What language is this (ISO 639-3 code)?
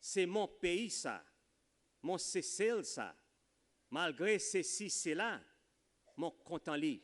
crs